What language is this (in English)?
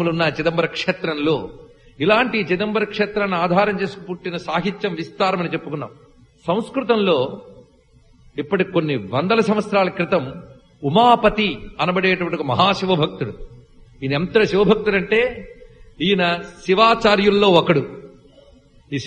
Telugu